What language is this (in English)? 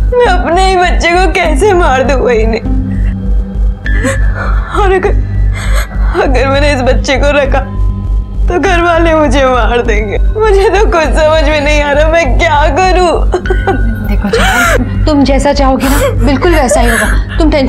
Hindi